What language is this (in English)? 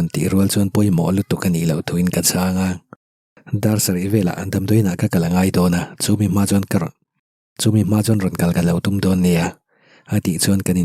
Mizo